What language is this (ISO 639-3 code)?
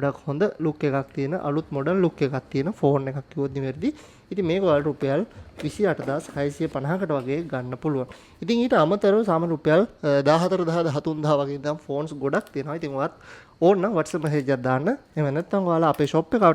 sin